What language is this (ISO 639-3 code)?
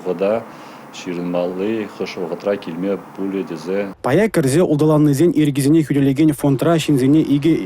chv